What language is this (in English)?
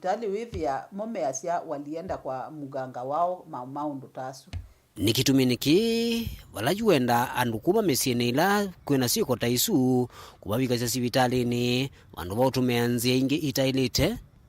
Kamba